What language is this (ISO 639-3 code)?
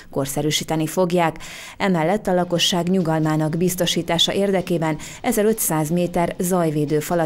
hun